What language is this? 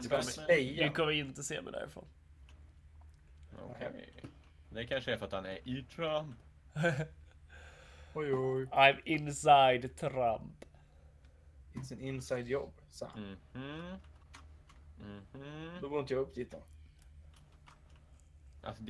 Swedish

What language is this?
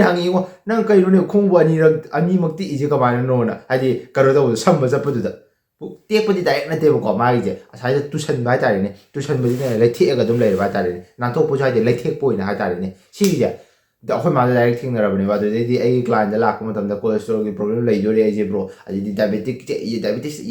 Manipuri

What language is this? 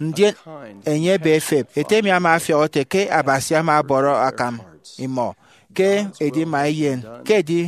Efik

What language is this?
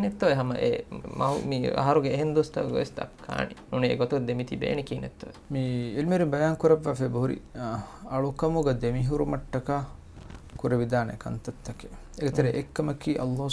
Divehi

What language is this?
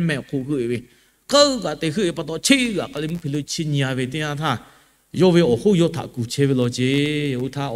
Lahu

